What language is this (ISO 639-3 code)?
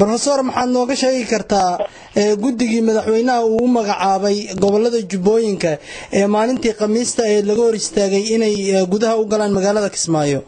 som